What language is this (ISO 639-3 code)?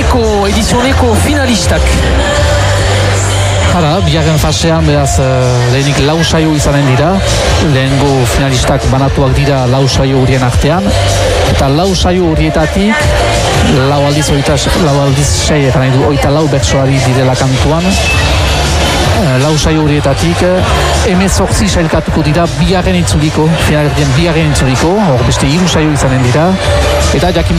eus